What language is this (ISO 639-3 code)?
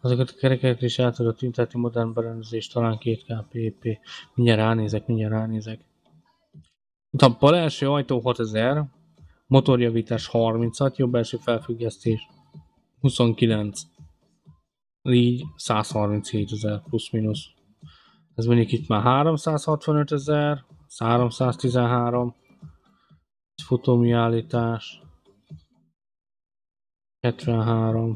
hun